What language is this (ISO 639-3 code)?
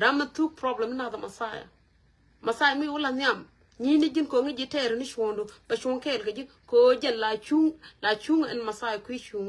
nus